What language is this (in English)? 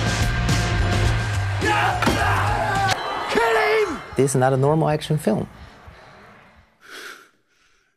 Russian